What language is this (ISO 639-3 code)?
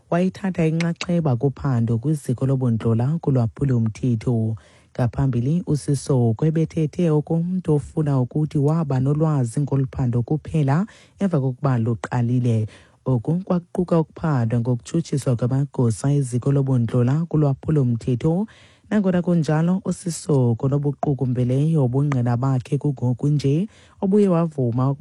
xho